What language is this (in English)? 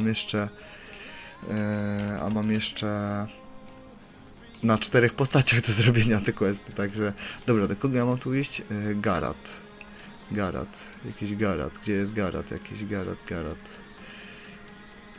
Polish